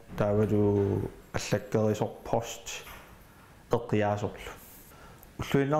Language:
Kalaallisut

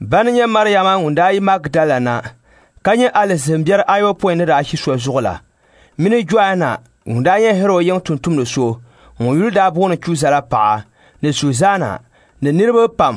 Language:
Dagbani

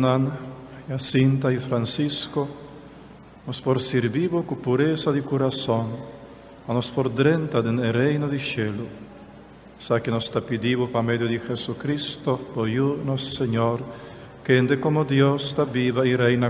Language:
Papiamento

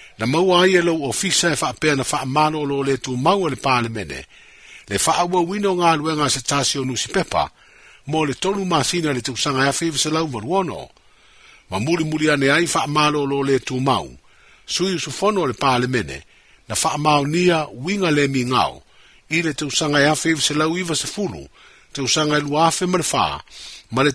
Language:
Samoan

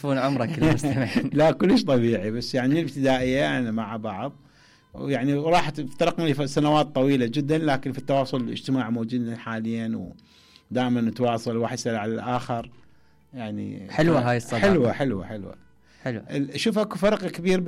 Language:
Mesopotamian Arabic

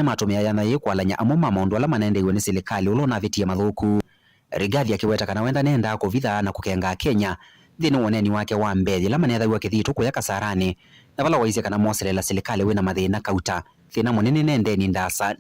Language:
Kamba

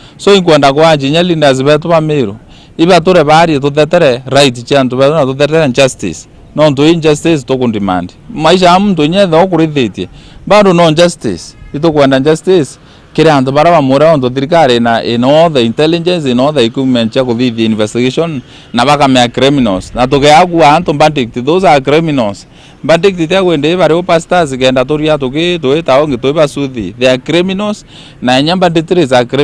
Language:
Meru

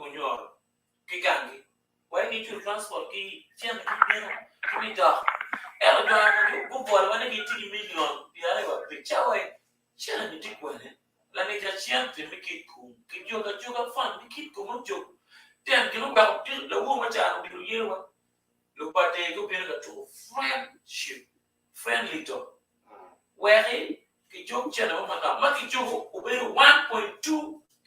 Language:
Acoli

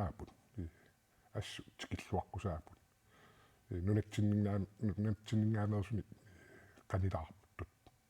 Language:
Kalaallisut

